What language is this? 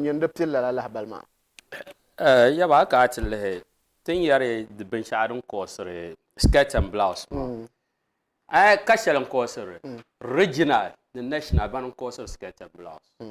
Dagbani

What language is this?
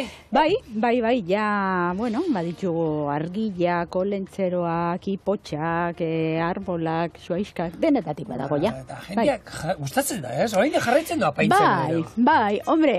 Basque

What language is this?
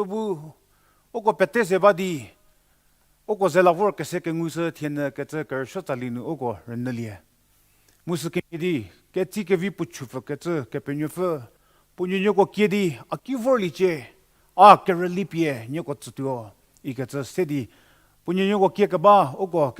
Angami Naga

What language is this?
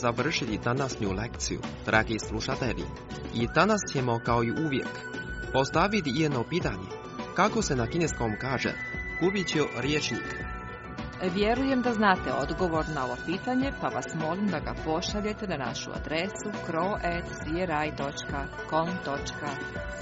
Croatian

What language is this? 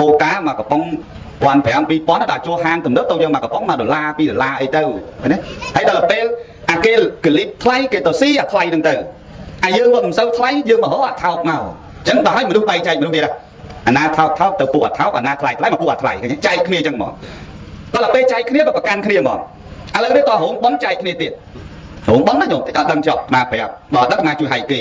Khmer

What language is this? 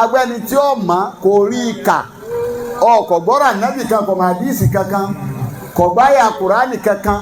Yoruba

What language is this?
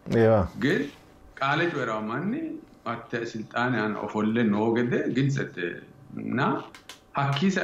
Sidamo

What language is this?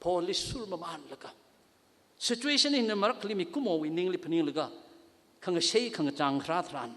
Tangkhul Naga (India)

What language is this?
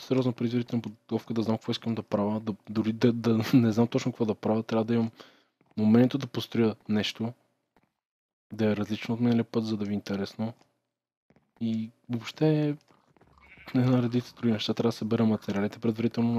Bulgarian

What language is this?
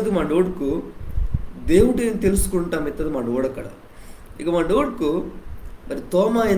Koya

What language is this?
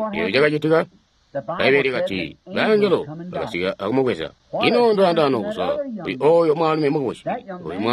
Tonga (Zambia)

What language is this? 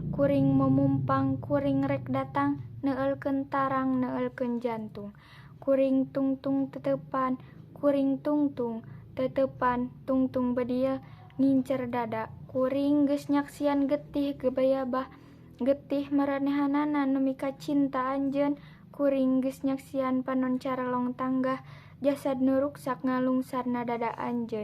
Sundanese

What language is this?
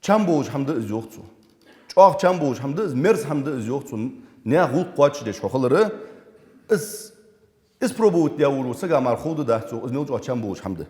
Ingush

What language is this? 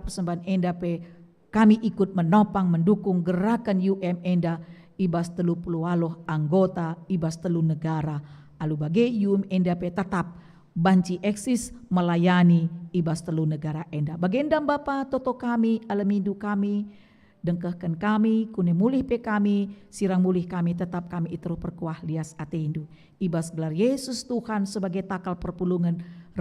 Batak Karo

